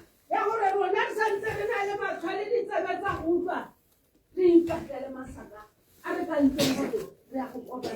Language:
Tswana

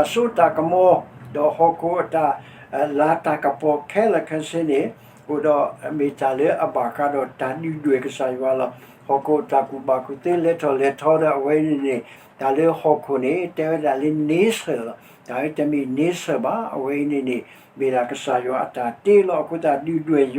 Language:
S'gaw Karen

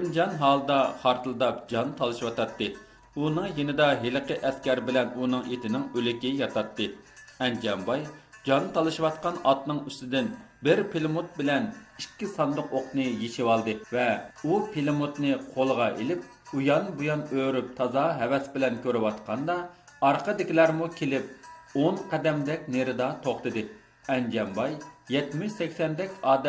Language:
Uyghur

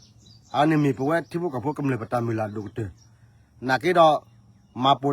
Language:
S'gaw Karen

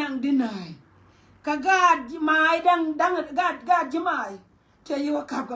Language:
Nuer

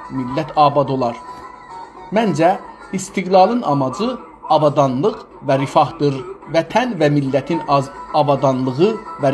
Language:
South Azerbaijani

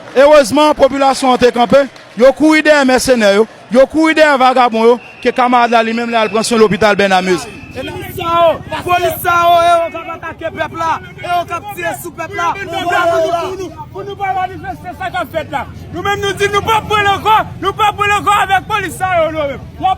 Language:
Haitian Creole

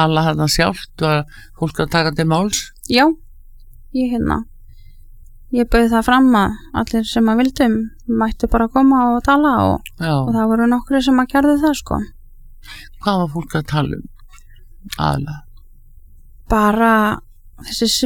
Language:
Icelandic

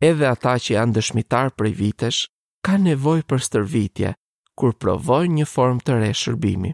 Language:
Albanian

